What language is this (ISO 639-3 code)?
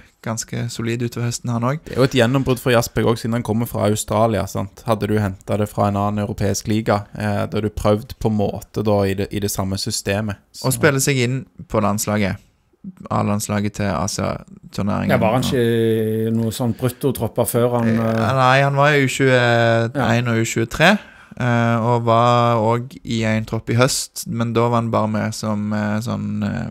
nor